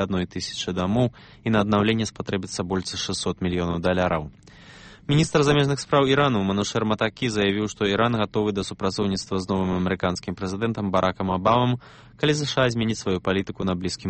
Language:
Belarusian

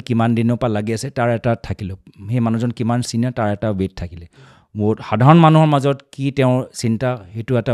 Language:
Assamese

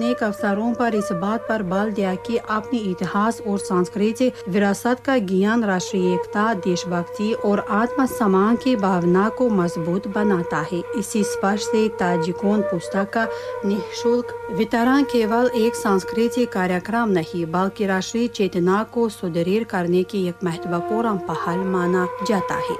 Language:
Hindi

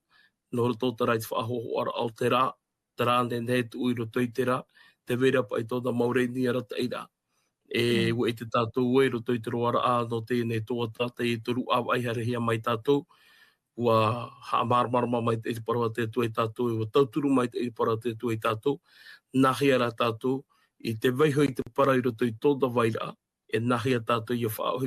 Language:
Tahitian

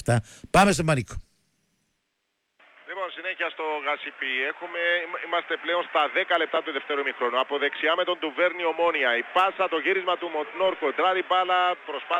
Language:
Greek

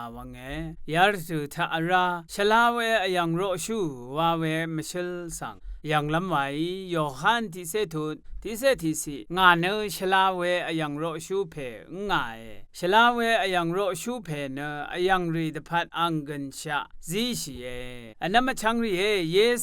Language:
Rawang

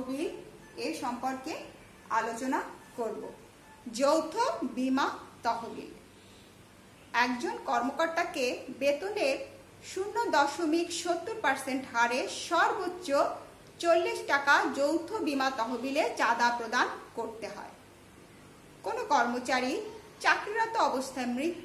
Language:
Bangla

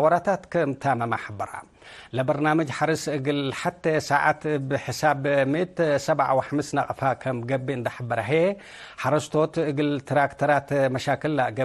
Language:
Tigre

